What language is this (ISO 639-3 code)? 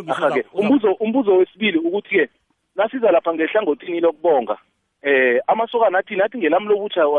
nbl